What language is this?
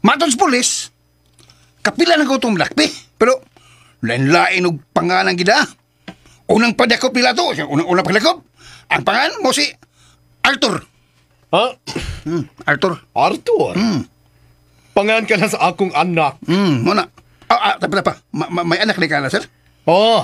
Cebuano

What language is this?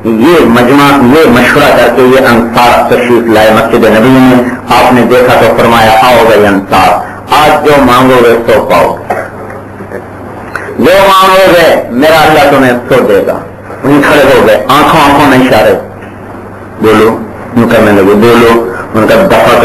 Urdu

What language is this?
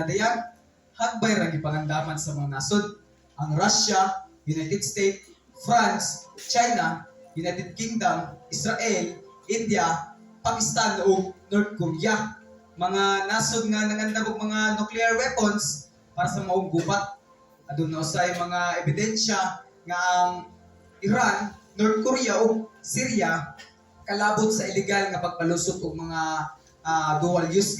Cebuano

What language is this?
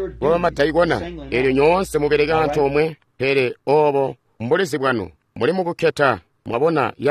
Tonga (Zambia)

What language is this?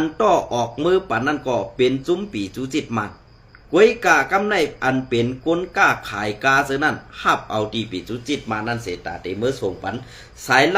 Shan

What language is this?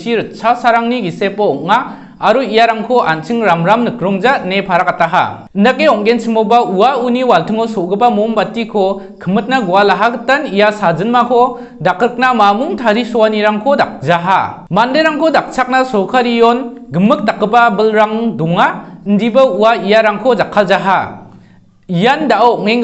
Garo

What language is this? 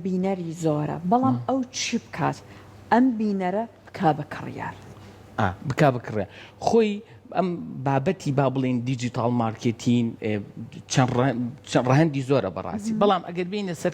Central Kurdish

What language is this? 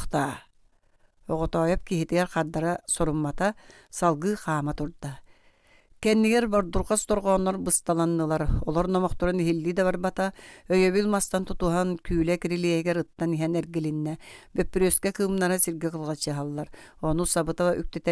Yakut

